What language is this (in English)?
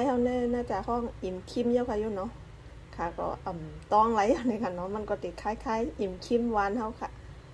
Shan